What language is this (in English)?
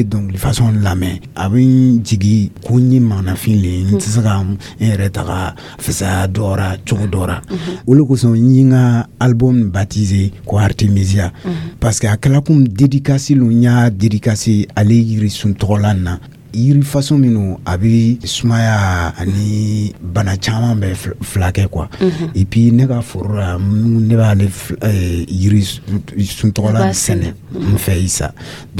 Dyula